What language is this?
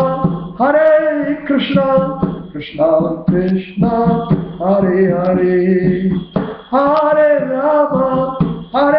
Hindi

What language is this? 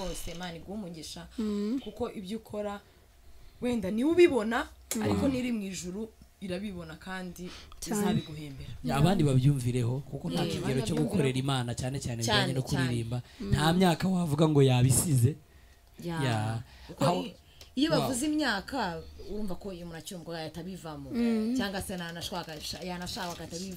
Kinyarwanda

